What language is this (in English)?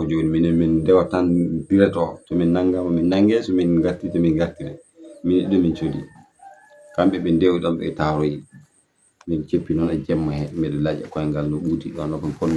Fula